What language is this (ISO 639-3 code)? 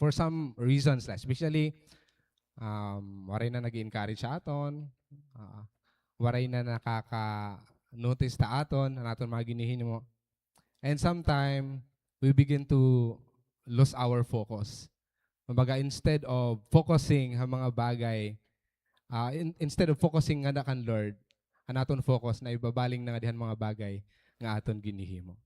war